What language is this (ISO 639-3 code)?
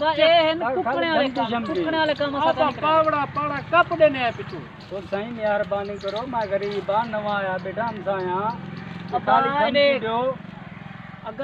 skr